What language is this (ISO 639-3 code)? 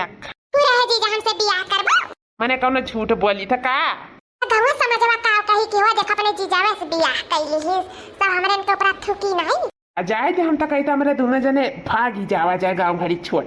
awa